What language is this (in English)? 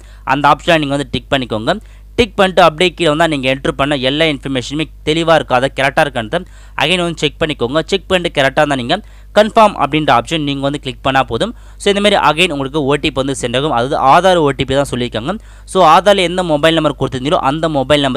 Tamil